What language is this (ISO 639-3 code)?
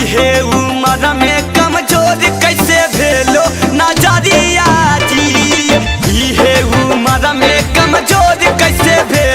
mag